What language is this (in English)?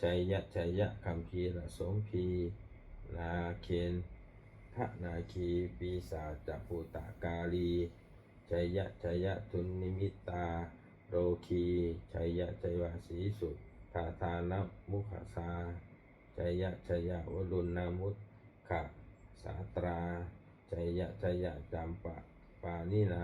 Pali